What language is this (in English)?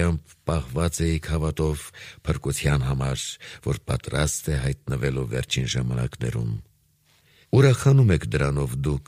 Armenian